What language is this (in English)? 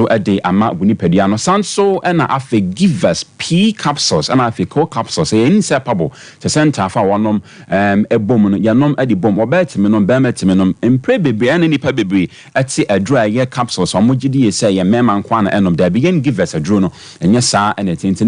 Akan